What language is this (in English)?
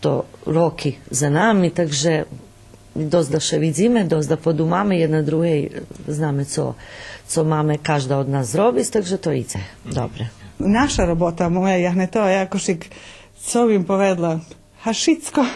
Rusyn